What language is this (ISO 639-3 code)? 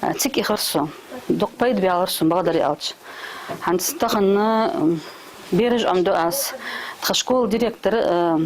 inh